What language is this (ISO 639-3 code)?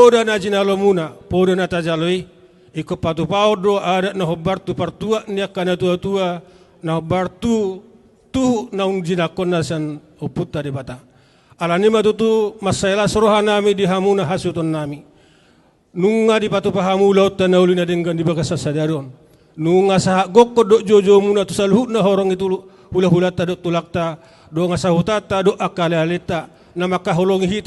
bbc